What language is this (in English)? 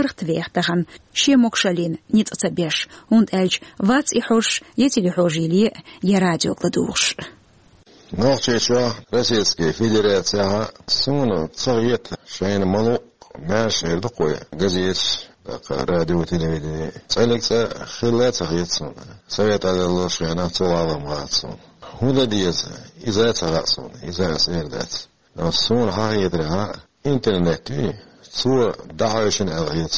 Chechen